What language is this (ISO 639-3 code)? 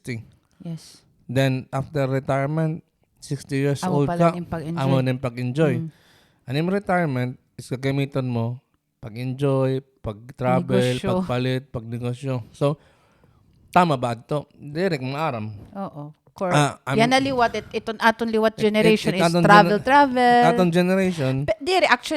war